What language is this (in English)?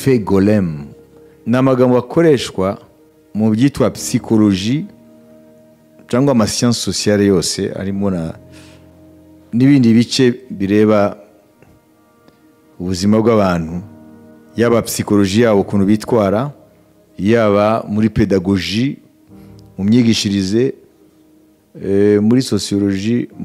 Kinyarwanda